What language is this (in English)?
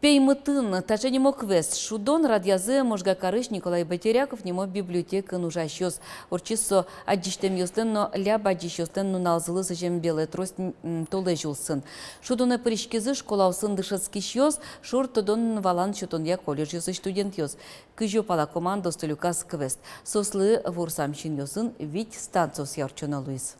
Udmurt